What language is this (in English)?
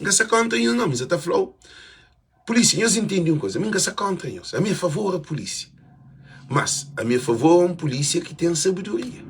Kabuverdianu